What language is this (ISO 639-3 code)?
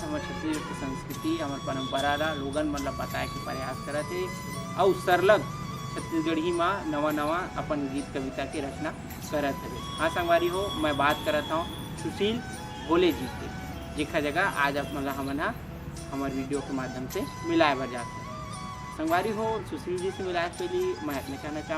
hne